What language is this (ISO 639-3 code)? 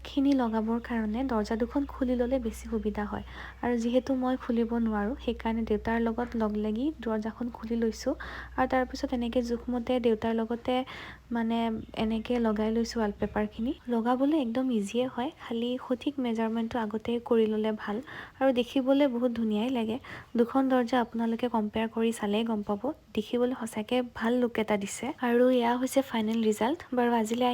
asm